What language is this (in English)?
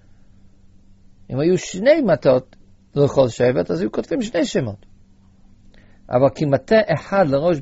Hebrew